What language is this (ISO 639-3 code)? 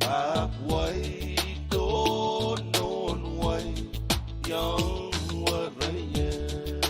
pon